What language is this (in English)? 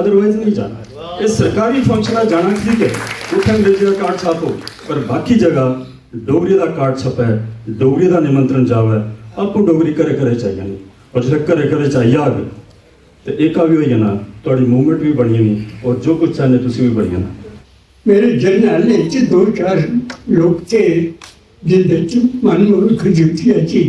Dogri